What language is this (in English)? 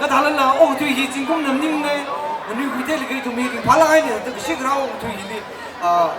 Tangkhul Naga (India)